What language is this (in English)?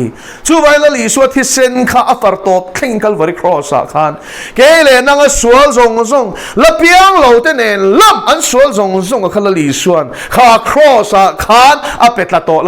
Mizo